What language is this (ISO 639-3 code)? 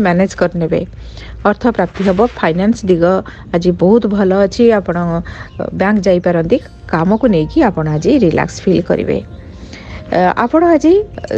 ori